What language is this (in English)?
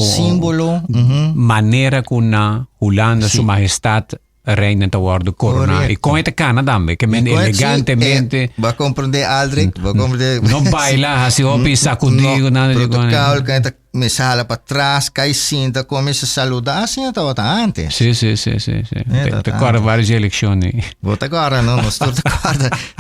Papiamento